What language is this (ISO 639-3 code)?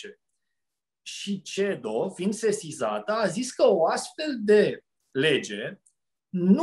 ron